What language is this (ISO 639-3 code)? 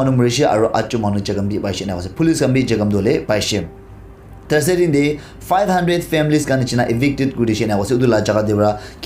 nag